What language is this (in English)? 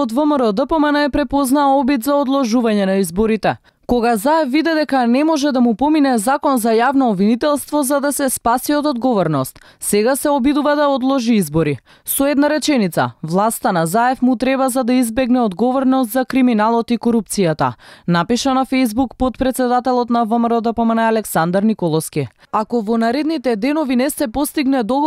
Macedonian